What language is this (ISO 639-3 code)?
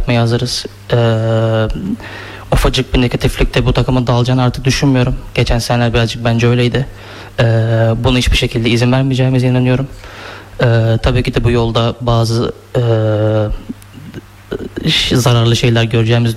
tur